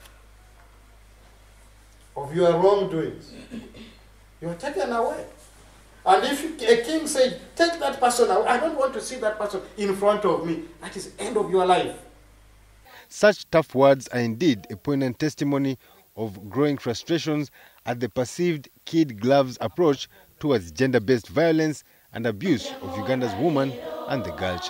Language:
English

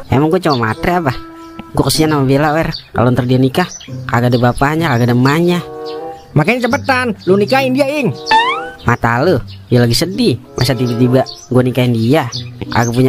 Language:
Betawi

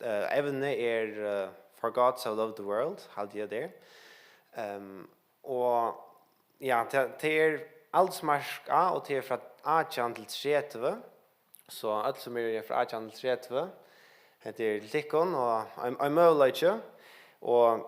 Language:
Faroese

